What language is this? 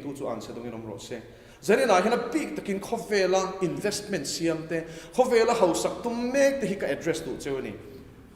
Mizo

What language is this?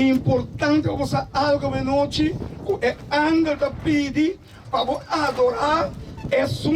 Papiamento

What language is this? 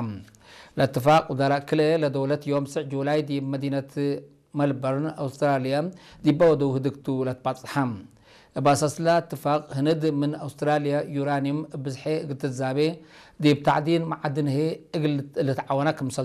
Tigre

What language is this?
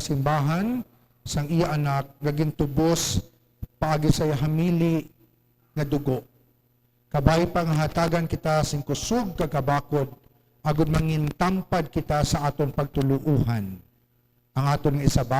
Hiligaynon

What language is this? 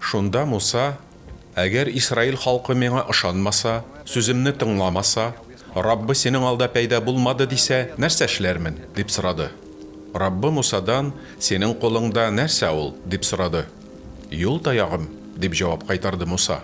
Tatar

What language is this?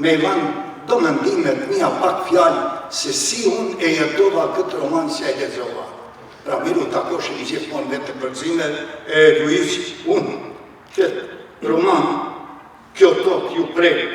Albanian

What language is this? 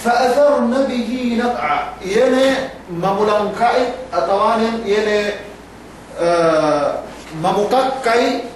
Yakan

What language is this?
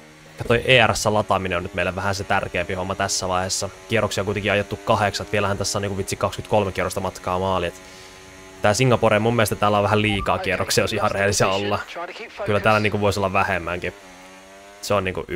Finnish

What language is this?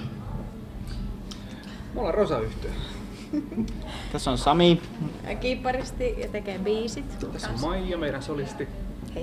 Finnish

